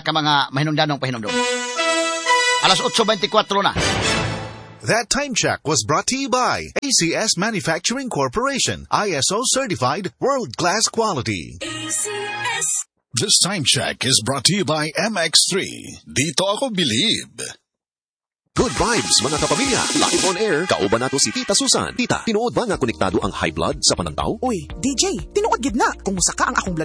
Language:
Cebuano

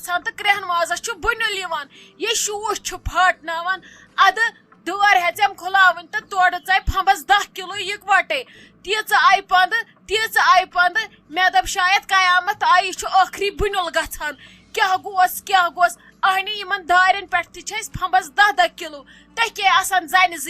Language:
Kashmiri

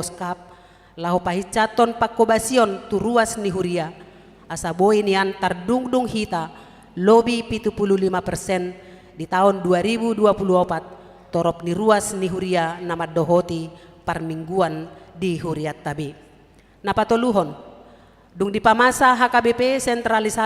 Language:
Batak Toba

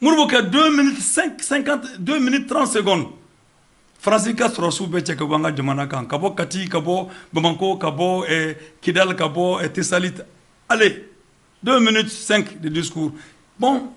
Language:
Bambara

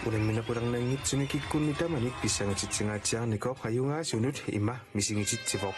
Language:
Kalaallisut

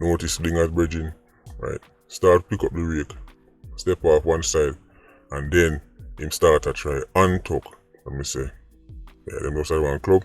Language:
Jamaican Creole English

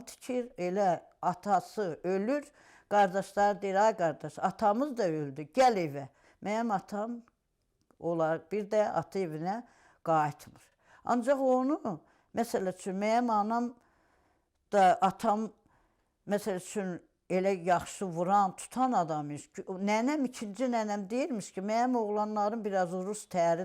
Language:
Azerbaijani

